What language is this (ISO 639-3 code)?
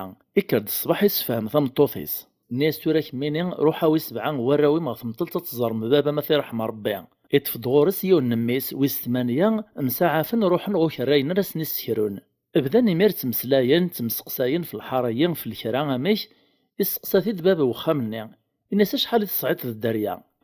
kab